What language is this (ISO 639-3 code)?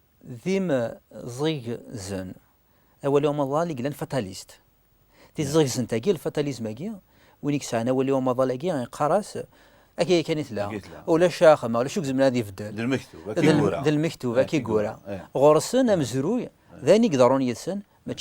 kab